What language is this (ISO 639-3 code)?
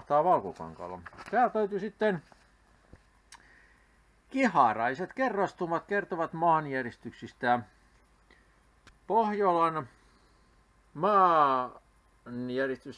fin